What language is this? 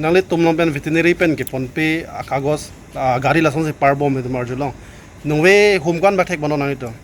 Karbi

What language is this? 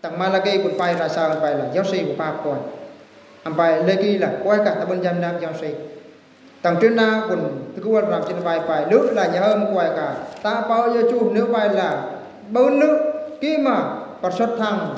Eastern Bru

